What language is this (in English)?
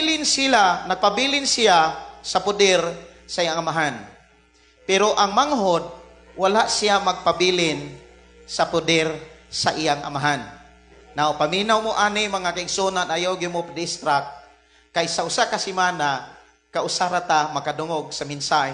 Cebuano